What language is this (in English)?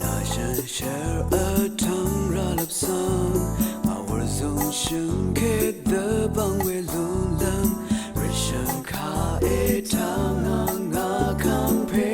Rawang